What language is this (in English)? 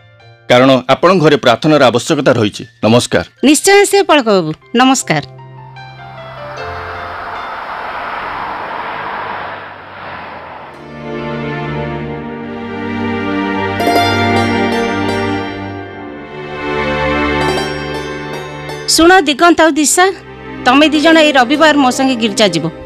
Odia